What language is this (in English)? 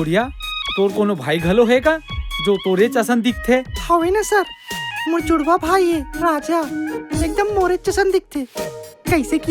Chhattisgarhi